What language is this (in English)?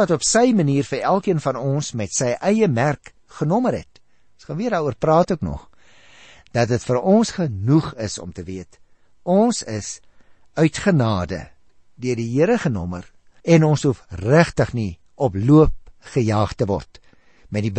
Afrikaans